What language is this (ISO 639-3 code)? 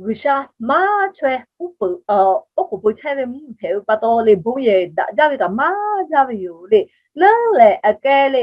lhu